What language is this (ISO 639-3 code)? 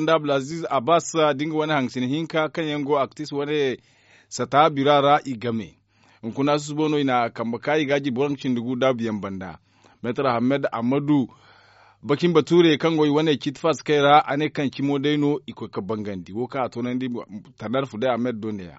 dje